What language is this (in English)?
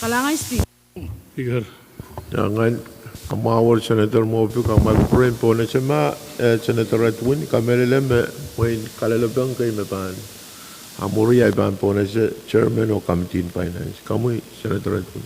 Pohnpeian